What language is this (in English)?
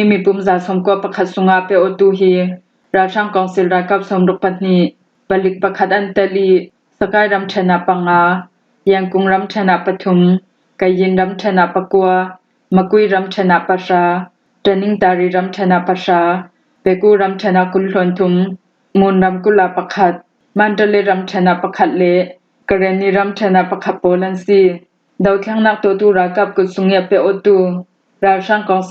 Hakha Chin